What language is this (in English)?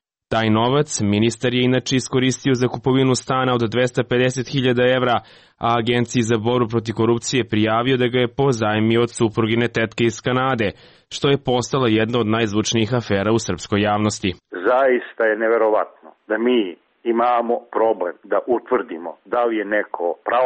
Serbian